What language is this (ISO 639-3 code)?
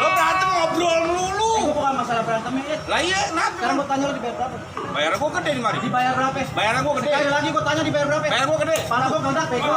bew